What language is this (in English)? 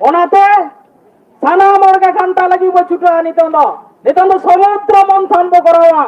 Santali